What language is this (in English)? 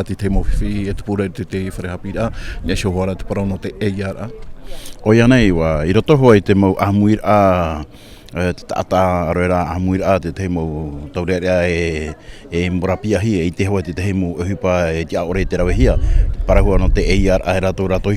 Tahitian